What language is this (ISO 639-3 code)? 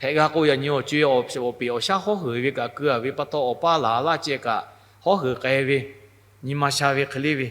lhu